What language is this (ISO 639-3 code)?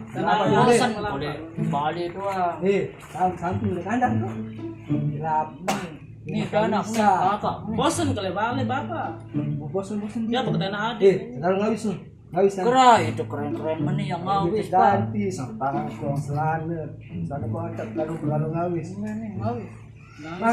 sas